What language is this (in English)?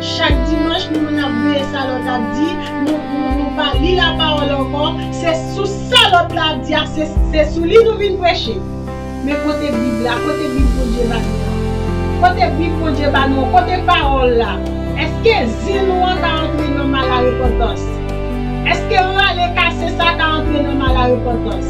Haitian Creole